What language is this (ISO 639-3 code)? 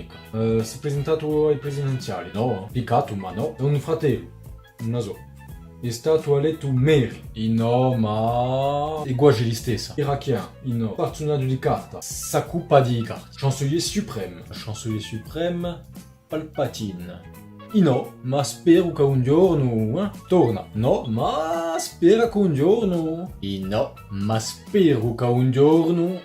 cos